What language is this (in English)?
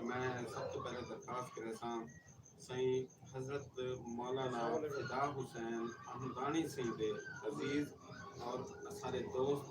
Saraiki